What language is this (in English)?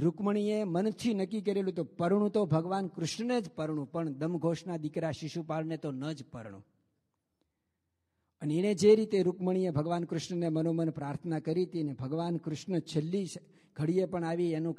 Gujarati